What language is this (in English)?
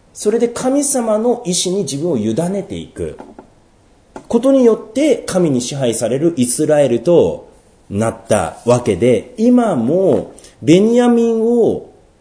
Japanese